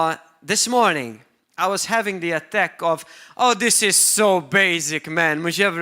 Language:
English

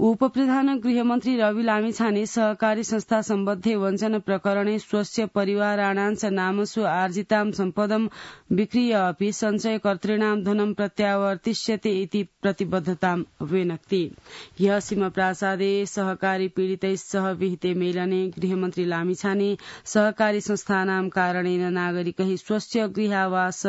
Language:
Sanskrit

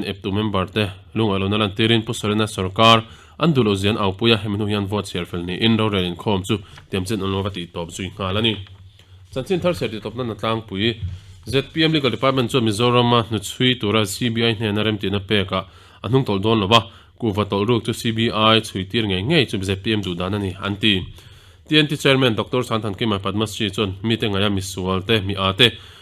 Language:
Mizo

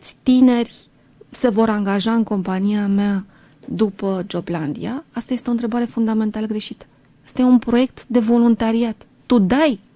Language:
Romanian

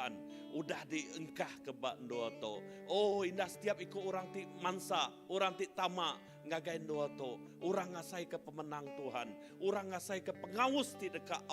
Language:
Iban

